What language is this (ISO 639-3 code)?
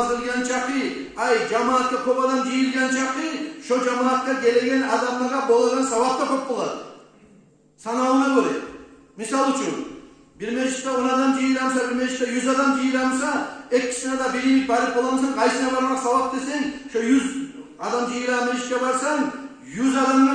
kum